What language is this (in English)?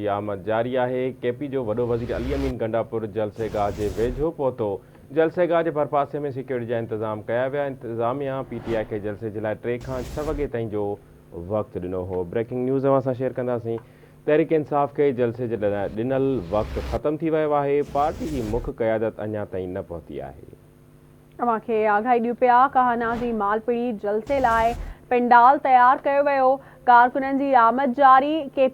Sindhi